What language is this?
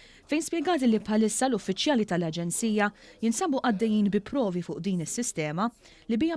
Maltese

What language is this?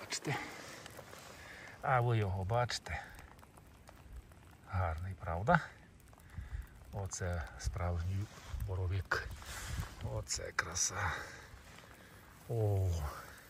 Ukrainian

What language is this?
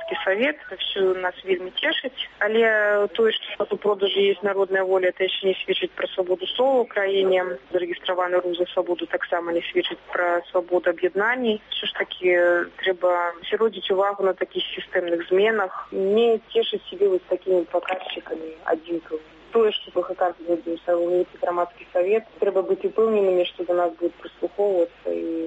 Belarusian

